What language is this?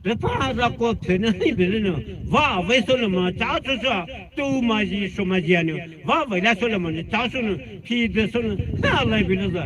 Poumei Naga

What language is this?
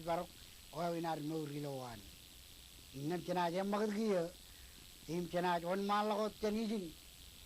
Marshallese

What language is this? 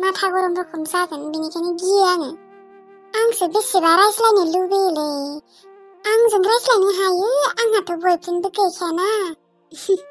Bodo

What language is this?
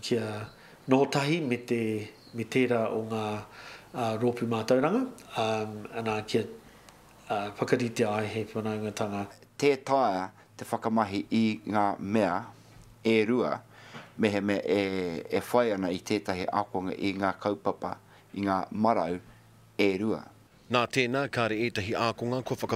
Māori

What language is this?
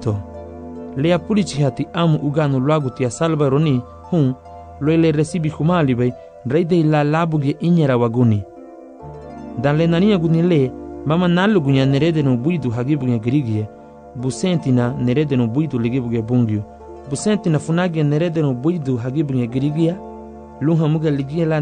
Garifuna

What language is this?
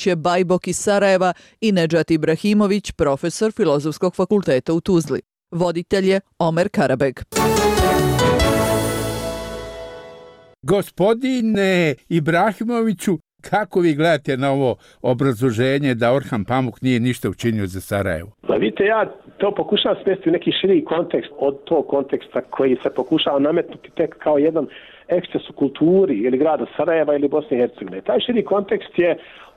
Bosnian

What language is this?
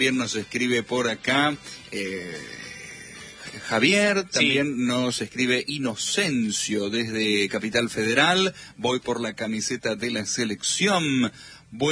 Spanish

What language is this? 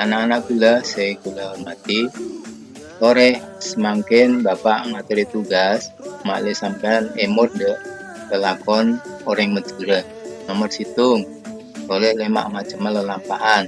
Madurese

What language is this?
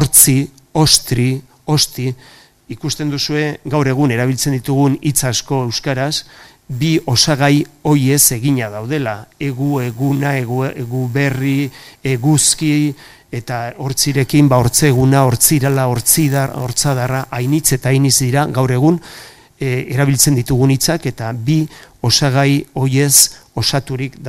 Basque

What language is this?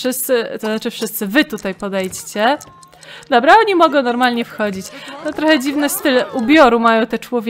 Polish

